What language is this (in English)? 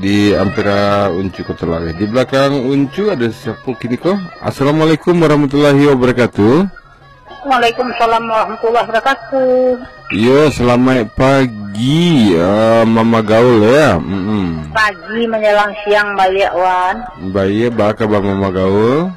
Minangkabau